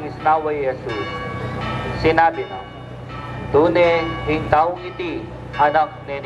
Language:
Pampanga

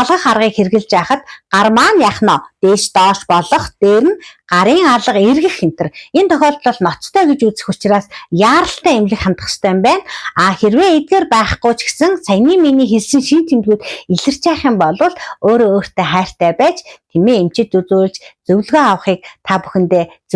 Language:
Mongolian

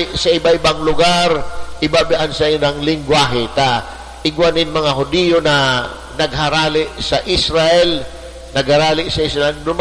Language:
Bikol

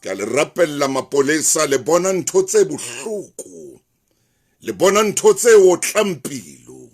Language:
Southern Sotho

